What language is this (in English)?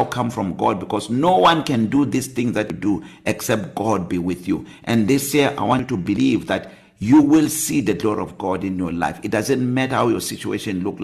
English